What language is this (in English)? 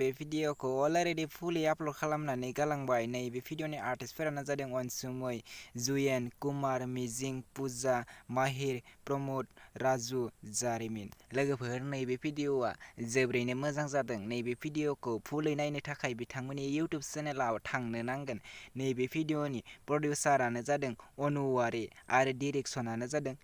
Bodo